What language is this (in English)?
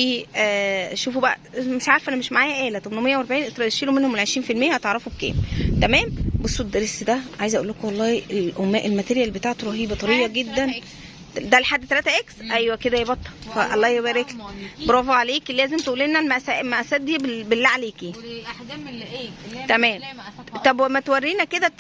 Egyptian Arabic